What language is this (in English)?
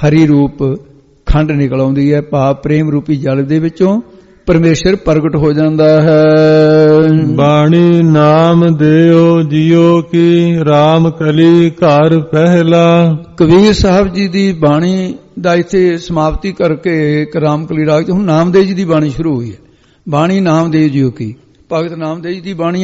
Punjabi